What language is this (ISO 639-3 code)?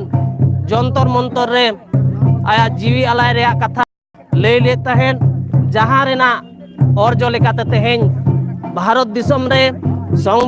sat